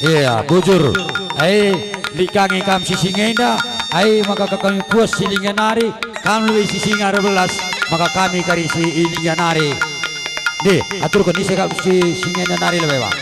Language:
Batak Karo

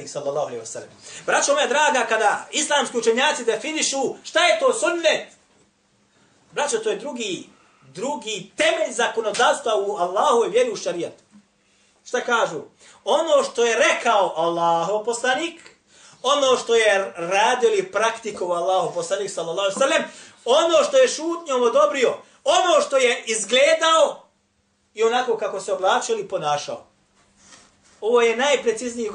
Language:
Bosnian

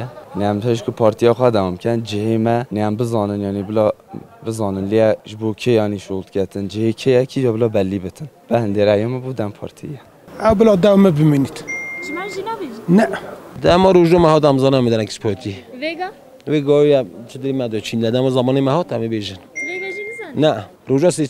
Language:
Kurdish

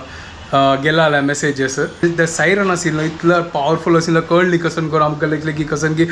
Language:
Konkani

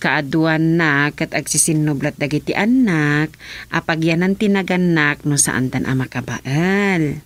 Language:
Iloko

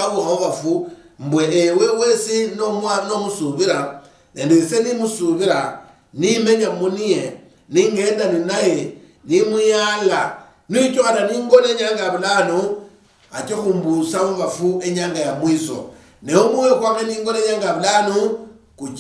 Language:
Luyia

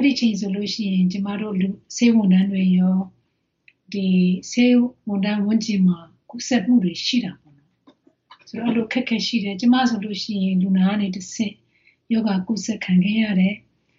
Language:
Burmese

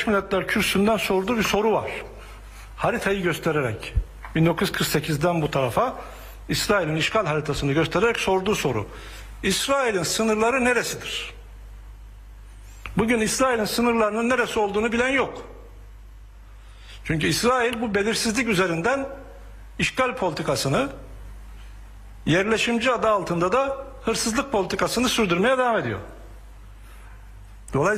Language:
Turkish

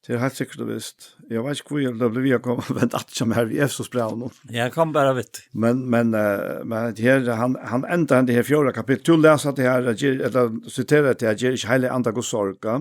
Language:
Faroese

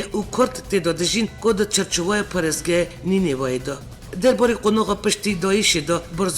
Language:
Kurdish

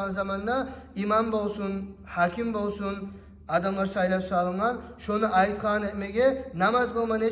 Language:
Kumyk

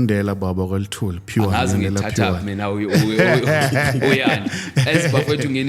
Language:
Zulu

